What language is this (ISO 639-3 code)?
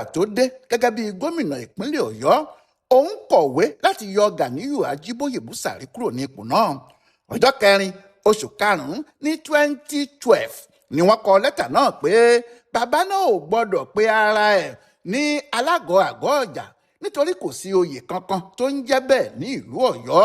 yor